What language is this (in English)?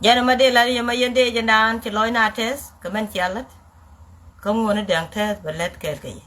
Nuer